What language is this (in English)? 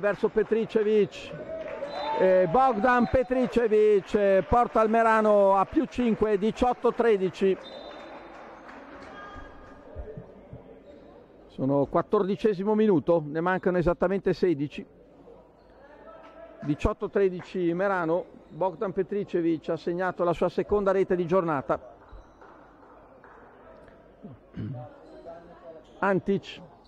Italian